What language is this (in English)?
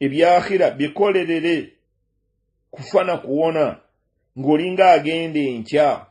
Ganda